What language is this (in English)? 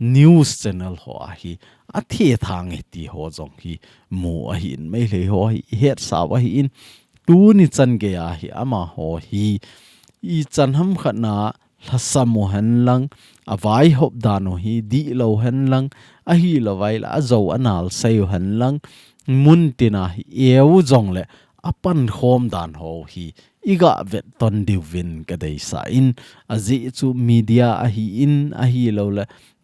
Thado Chin